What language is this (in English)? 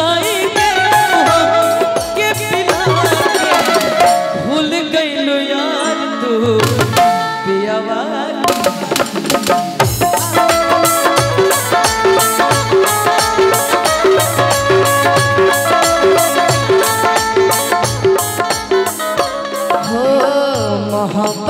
Bhojpuri